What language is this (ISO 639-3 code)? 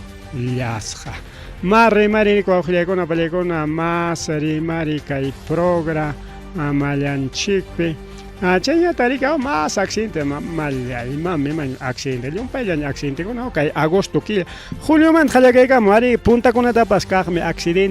quy